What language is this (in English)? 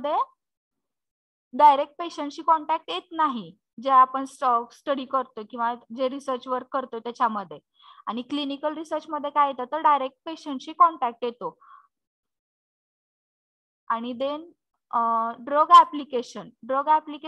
Marathi